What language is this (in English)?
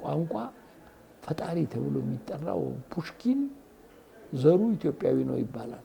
Amharic